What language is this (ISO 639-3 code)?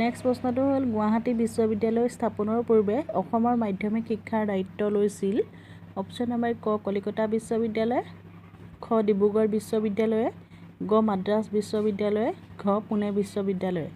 asm